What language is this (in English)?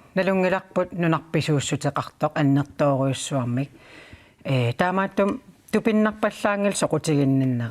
Kalaallisut